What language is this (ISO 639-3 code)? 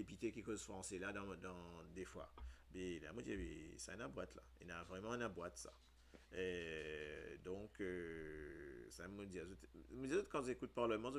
mfe